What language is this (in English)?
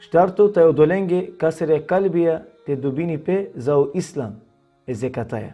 Balkan Romani